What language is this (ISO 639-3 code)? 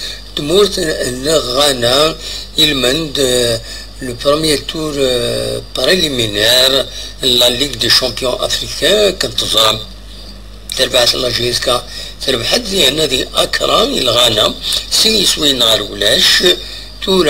kab